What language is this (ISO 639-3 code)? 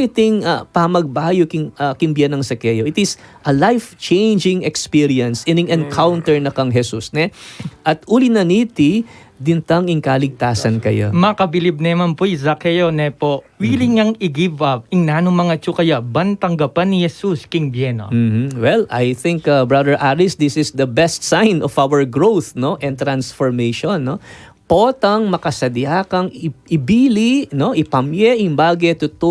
pam